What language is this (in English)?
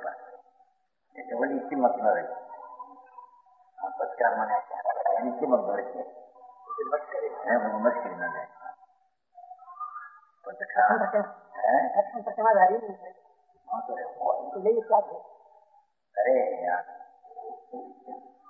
Gujarati